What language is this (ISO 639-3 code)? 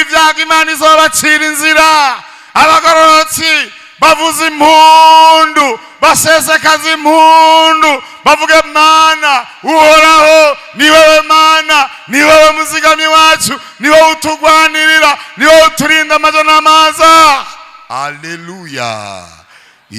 run